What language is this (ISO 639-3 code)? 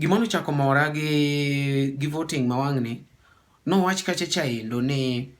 luo